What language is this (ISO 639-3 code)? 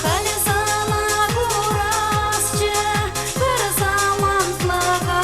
chv